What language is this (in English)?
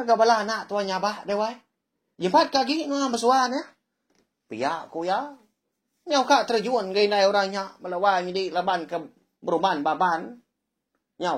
Iban